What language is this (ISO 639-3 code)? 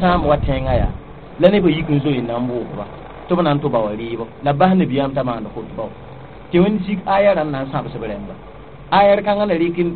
mos